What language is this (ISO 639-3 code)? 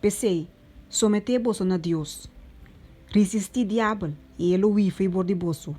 pap